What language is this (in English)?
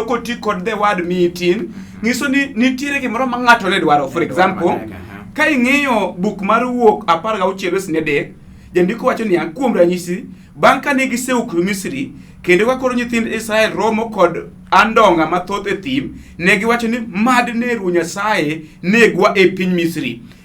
Luo (Kenya and Tanzania)